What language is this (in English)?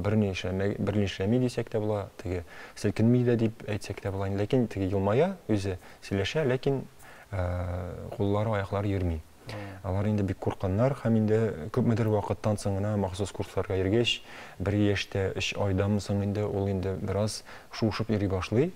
Tatar